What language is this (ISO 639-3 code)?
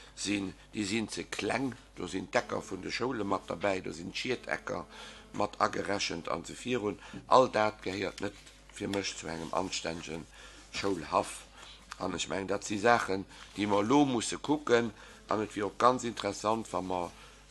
ltz